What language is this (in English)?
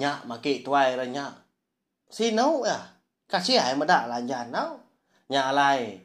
Iban